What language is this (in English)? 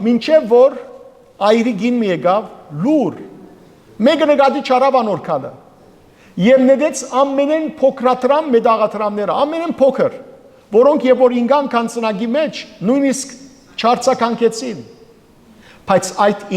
Western Armenian